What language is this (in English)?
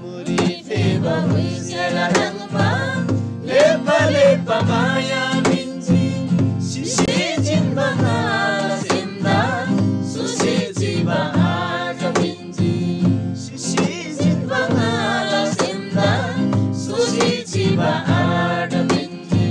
Eastern Tamang